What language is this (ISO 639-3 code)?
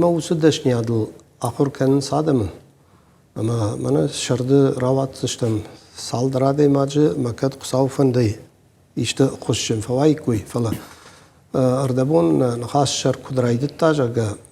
oss